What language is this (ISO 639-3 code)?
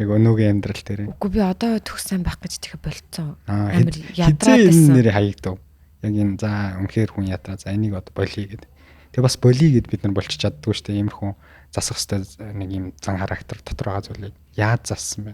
mon